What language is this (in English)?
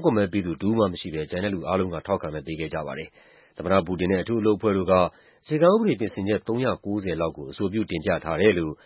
Burmese